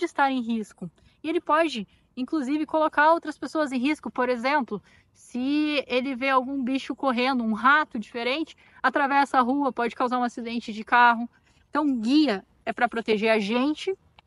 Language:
Portuguese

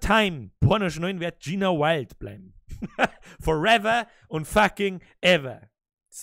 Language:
Bavarian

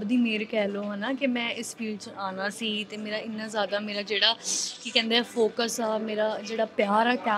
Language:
Punjabi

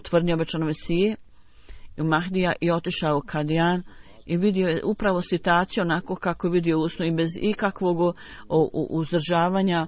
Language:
Bosnian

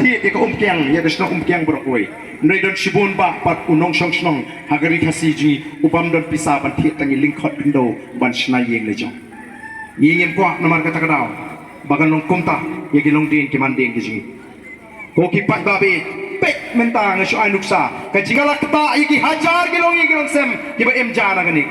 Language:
Khasi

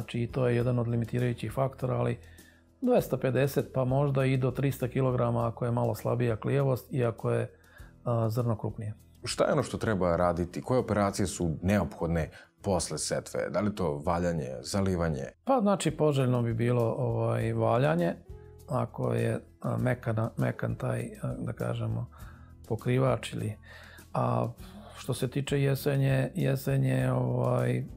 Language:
Serbian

